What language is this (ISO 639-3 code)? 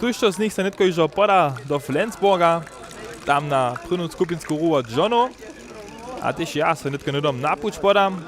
hsb